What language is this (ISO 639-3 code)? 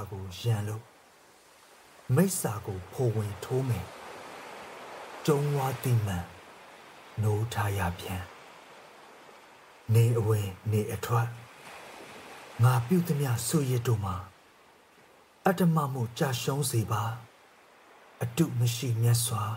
mya